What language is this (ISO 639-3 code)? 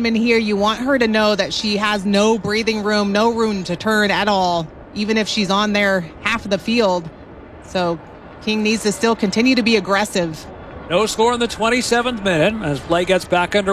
eng